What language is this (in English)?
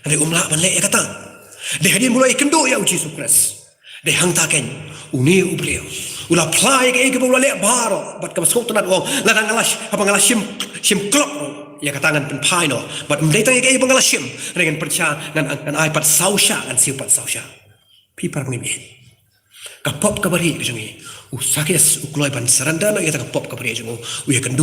Khasi